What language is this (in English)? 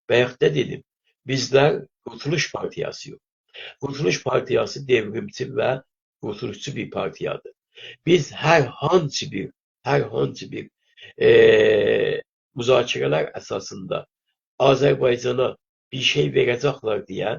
South Azerbaijani